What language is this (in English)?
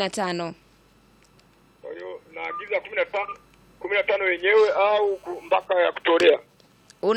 Swahili